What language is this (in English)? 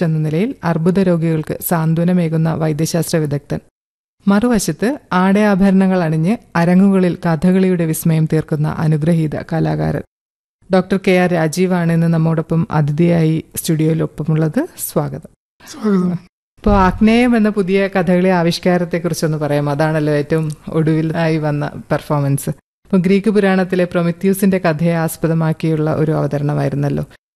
Malayalam